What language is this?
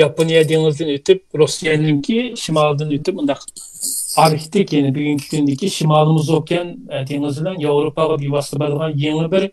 Uyghur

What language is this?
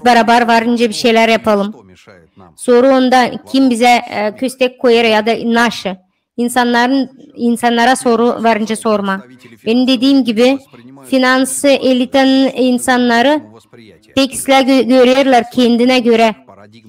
Gagauz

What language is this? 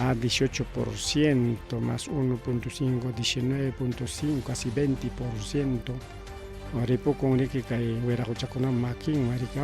Ayacucho Quechua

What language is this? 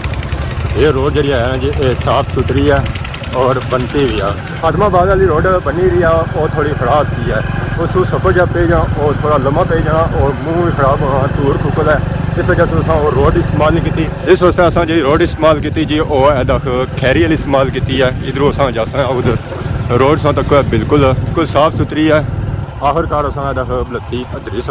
Pahari-Potwari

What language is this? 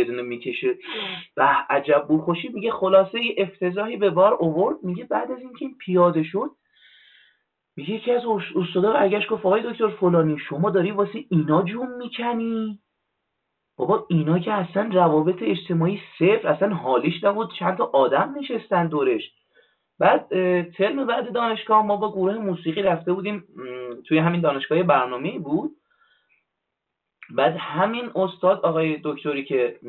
Persian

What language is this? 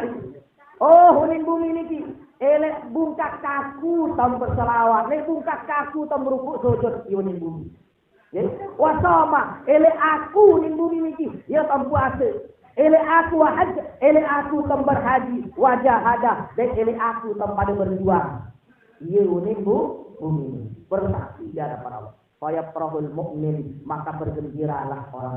Sasak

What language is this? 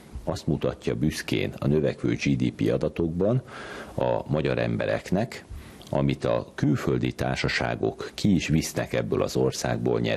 Hungarian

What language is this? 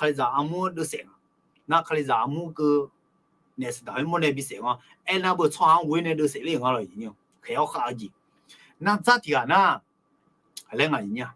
Akha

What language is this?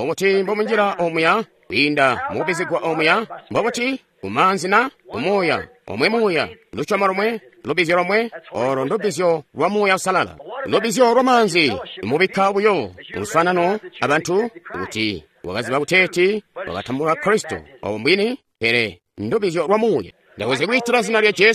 Tonga (Zambia)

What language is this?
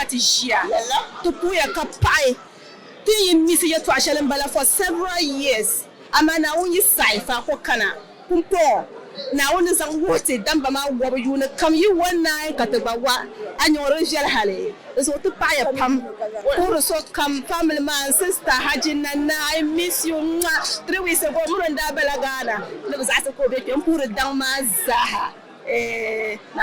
Dagbani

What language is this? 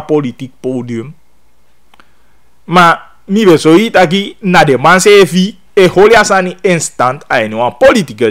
Dutch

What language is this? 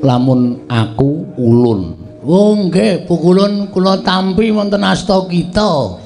Javanese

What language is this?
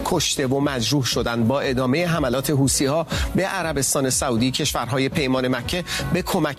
Persian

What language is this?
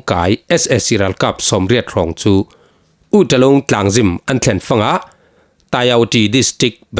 Falam Chin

